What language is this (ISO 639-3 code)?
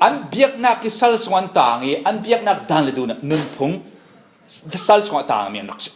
cfm